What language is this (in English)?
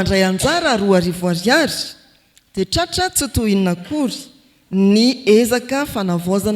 Malagasy